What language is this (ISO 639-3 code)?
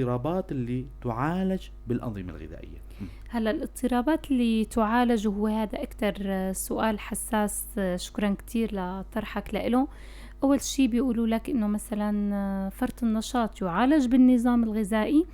apc